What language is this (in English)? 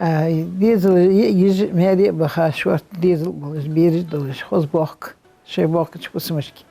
Ingush